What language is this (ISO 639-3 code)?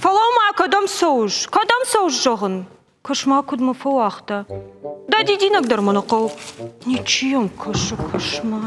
oss